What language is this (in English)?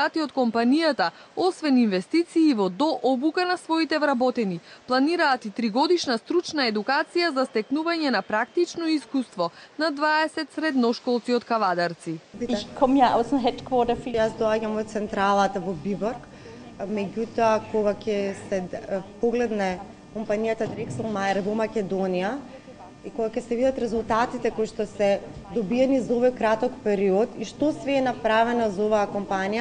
Macedonian